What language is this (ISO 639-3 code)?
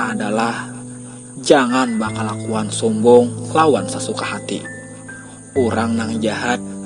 bjn